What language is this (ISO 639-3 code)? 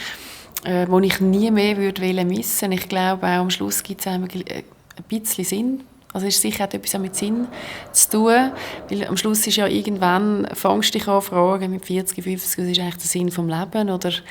gsw